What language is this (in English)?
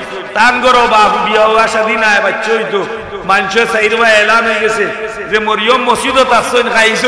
Sylheti